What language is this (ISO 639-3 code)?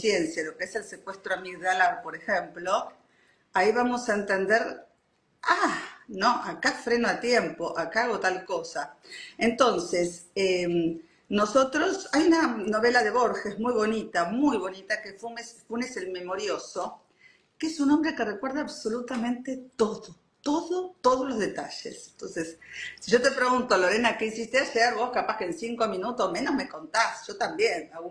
spa